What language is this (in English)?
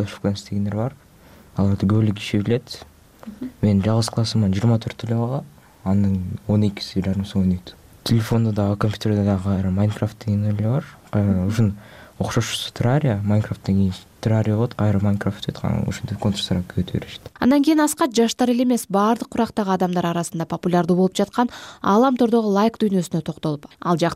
Kyrgyz